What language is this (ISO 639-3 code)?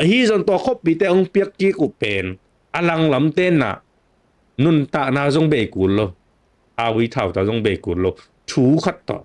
ctd